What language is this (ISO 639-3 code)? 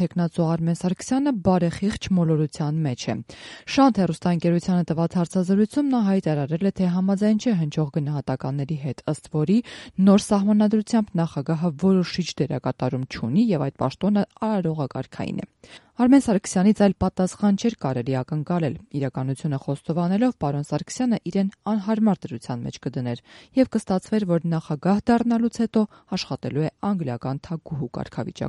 hye